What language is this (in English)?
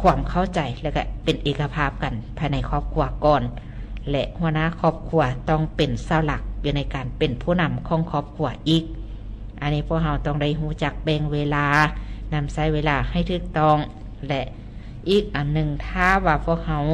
Lao